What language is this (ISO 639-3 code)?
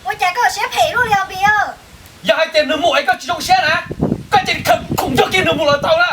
hmn